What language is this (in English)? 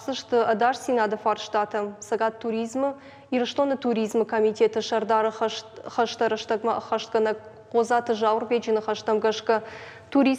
Ossetic